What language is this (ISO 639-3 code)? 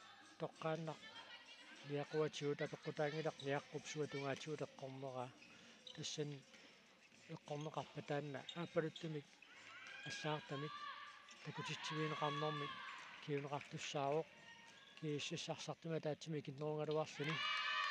kal